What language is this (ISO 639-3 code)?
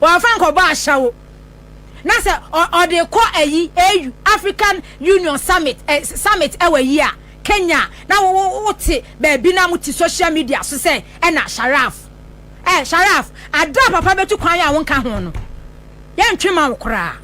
aka